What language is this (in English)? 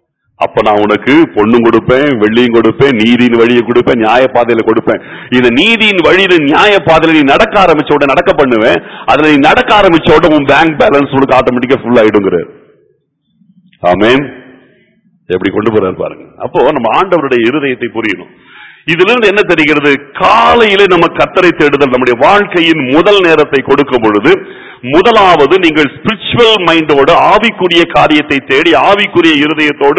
Tamil